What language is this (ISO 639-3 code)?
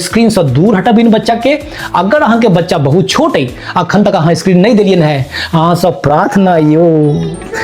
mai